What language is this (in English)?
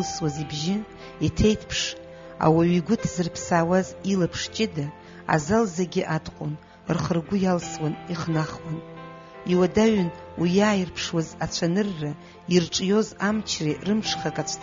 Abkhazian